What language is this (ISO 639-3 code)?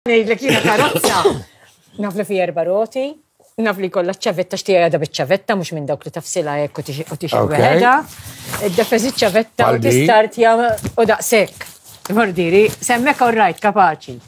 mlt